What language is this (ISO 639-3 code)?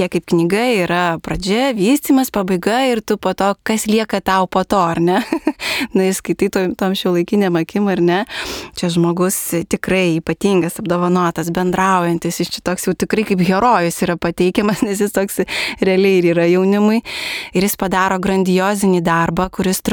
lit